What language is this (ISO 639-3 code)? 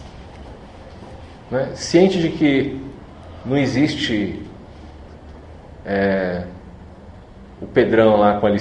por